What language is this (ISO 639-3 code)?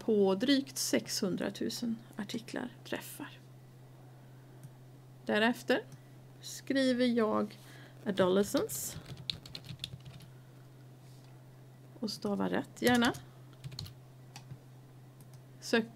swe